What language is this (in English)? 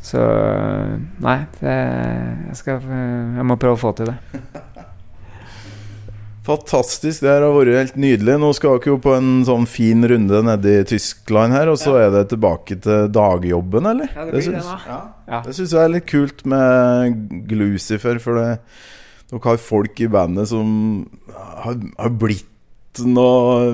Norwegian